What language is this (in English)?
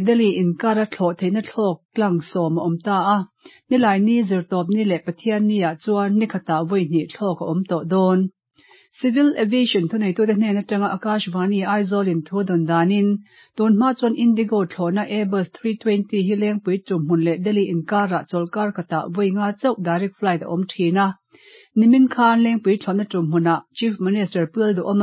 Mizo